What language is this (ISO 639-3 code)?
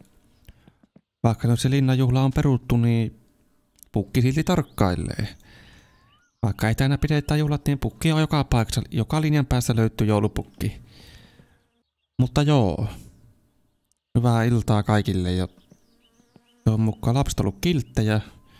fin